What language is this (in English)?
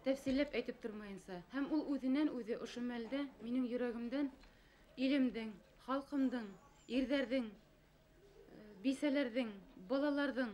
Bashkir